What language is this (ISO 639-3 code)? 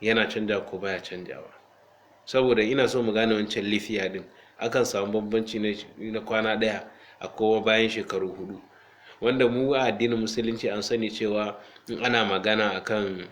hau